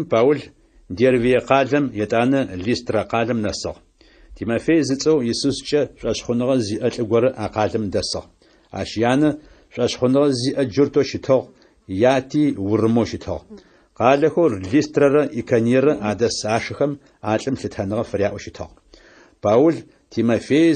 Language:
Adyghe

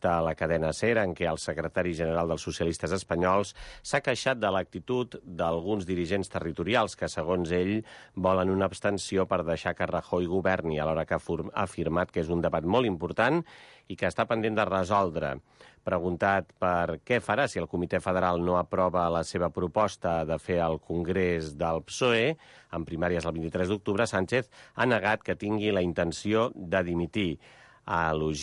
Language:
Catalan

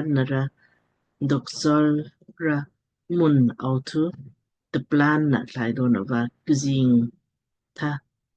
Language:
Lamkang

